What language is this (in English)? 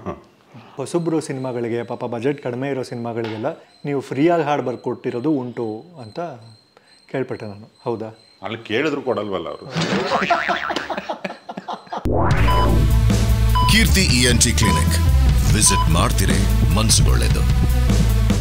Kannada